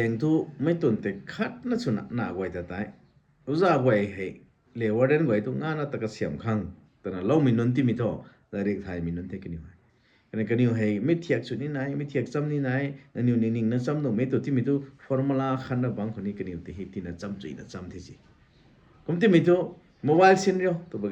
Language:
Rongmei Naga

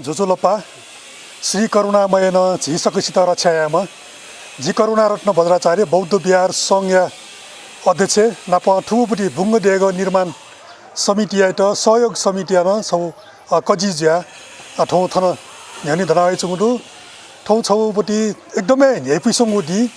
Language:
Newari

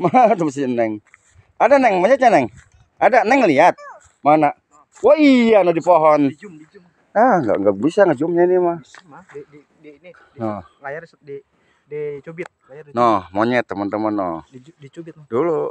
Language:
Betawi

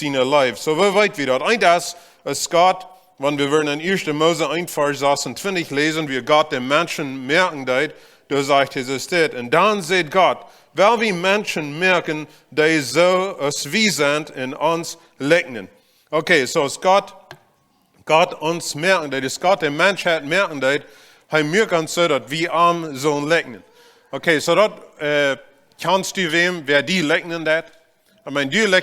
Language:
Plautdietsch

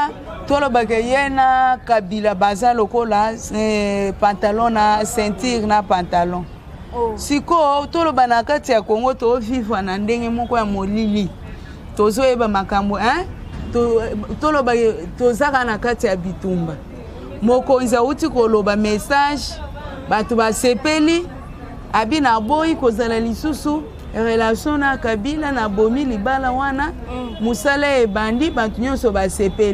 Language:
Lingala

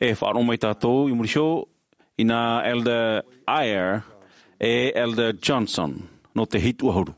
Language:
Tahitian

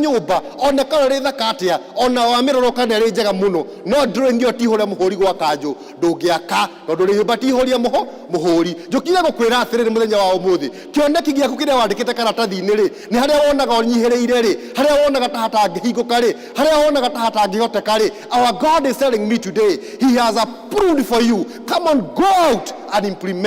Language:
Kikuyu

